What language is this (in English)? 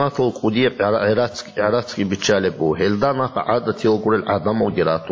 Avaric